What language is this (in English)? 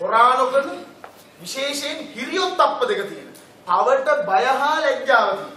Sinhala